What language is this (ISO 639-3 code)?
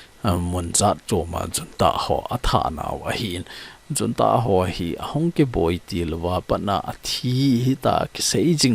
tcz